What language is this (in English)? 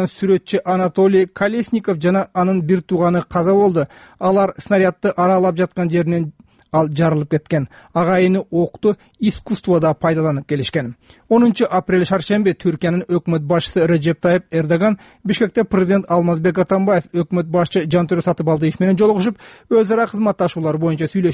Kyrgyz